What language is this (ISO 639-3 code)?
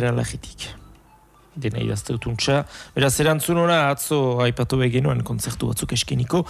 eus